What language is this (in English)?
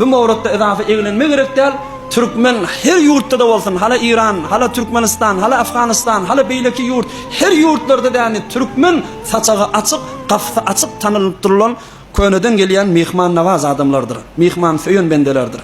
Turkmen